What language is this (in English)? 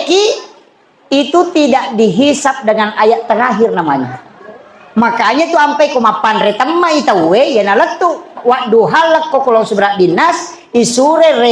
Buginese